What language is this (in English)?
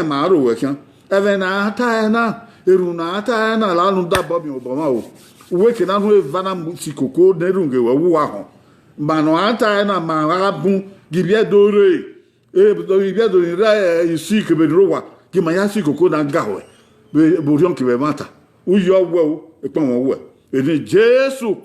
Bini